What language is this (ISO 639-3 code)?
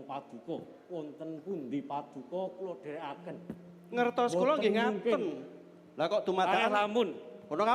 jav